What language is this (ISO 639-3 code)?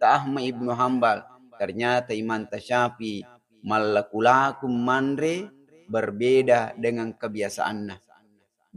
bug